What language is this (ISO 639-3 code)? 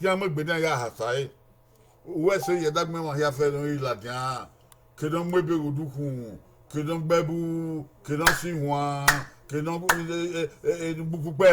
bin